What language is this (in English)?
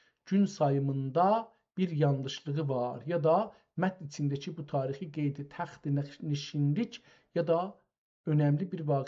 South Azerbaijani